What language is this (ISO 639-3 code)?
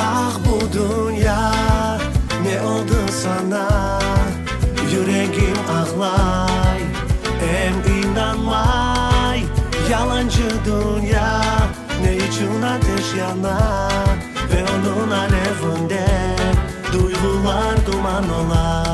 crh